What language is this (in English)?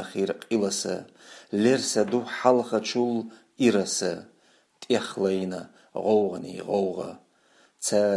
Chechen